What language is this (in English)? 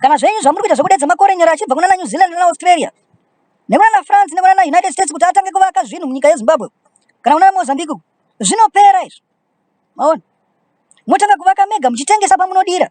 Shona